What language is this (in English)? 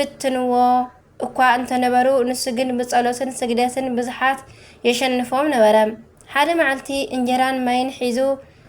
Tigrinya